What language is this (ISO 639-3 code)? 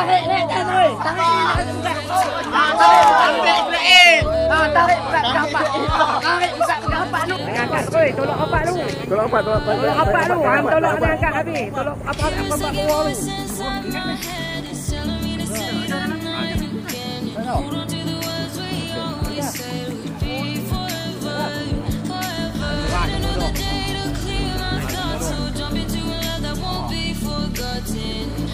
msa